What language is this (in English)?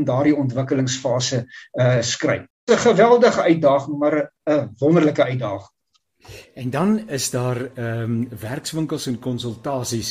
Afrikaans